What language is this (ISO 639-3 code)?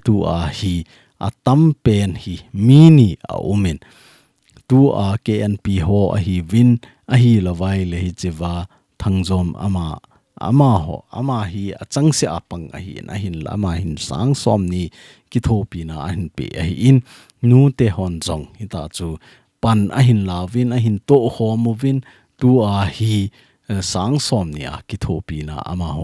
tcz